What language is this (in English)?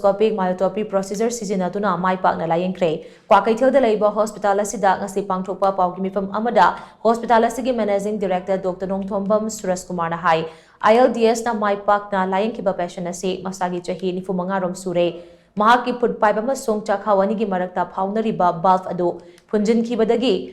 Manipuri